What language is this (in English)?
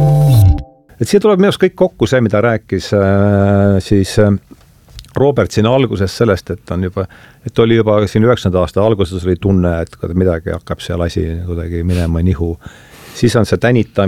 Estonian